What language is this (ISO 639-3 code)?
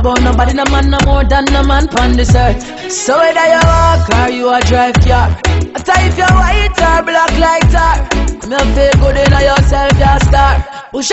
tso